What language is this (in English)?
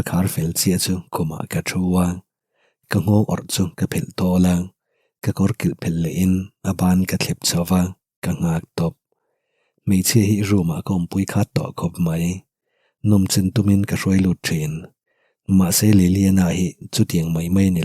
Mizo